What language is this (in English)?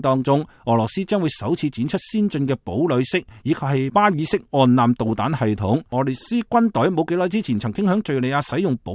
Cantonese